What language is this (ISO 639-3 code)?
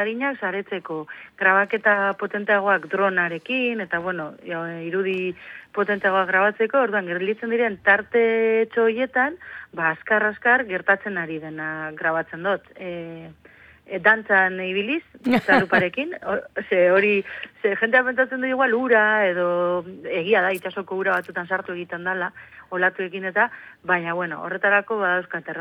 eus